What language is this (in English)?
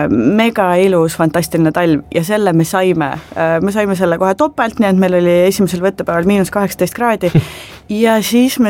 Estonian